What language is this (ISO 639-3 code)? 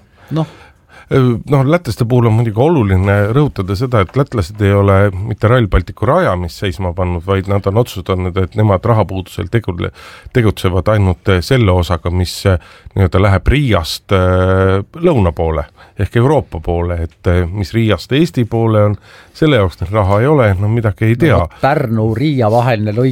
est